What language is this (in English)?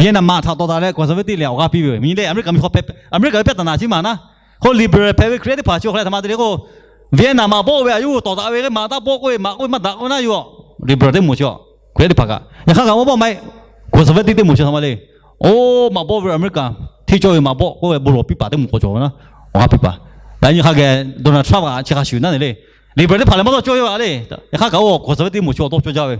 Lahu